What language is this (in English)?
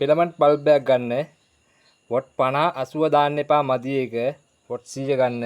Sinhala